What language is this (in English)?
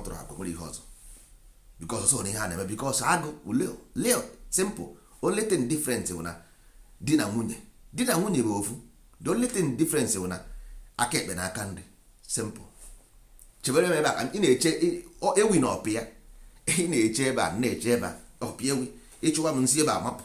Igbo